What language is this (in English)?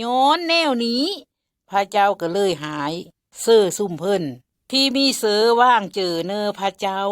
Lao